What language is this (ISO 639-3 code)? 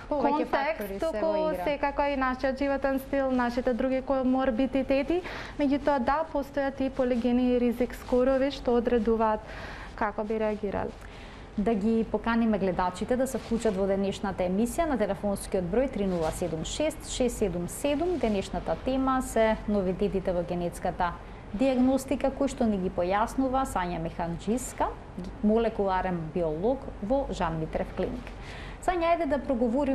mkd